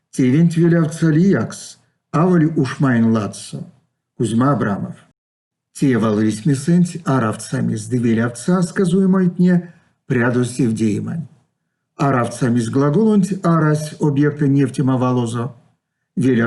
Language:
Erzya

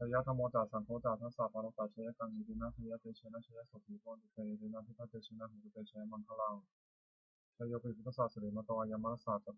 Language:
Pali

